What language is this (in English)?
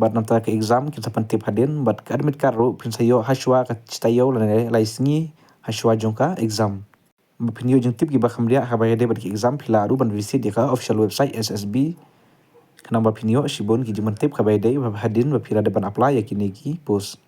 Khasi